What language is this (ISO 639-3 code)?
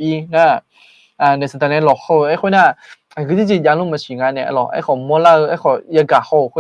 ahk